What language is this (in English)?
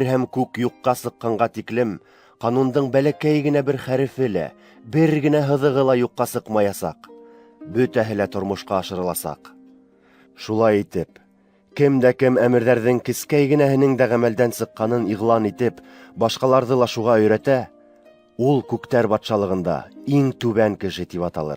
Bashkir